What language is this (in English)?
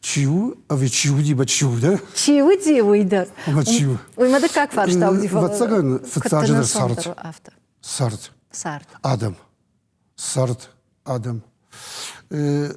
Ossetic